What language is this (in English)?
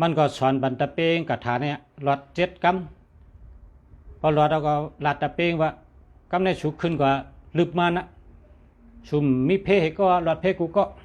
Shan